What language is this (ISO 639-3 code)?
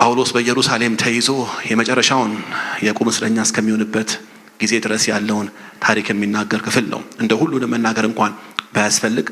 amh